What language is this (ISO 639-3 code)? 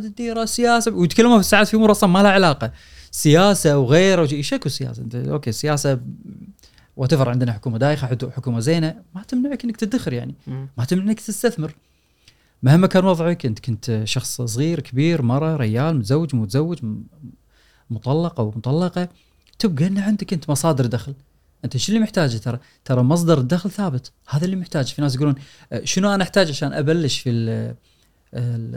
afb